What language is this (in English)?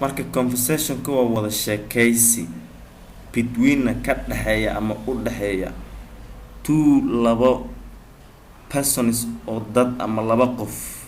Somali